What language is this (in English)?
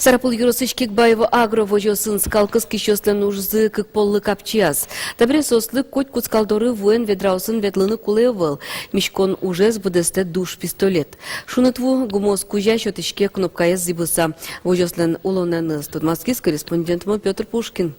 Udmurt